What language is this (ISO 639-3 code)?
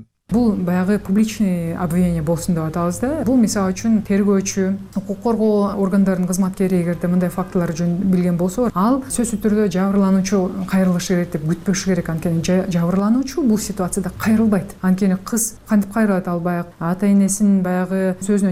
kir